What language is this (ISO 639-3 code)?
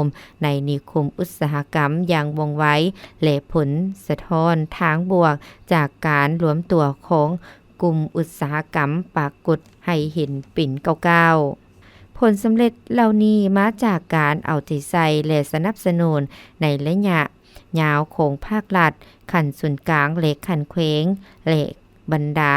lao